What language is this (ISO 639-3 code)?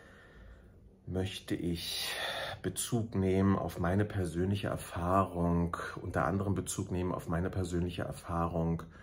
deu